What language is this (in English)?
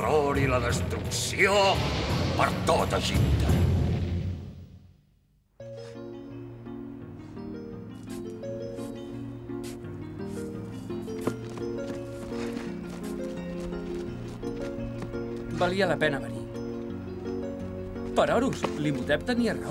Catalan